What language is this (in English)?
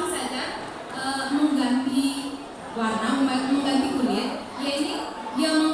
Balinese